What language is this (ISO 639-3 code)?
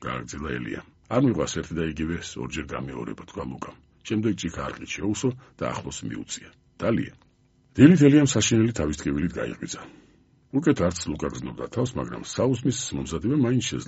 kat